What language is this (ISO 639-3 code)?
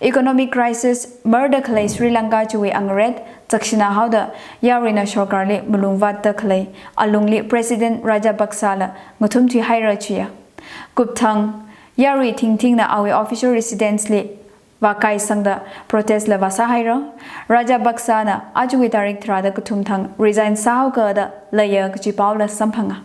nmf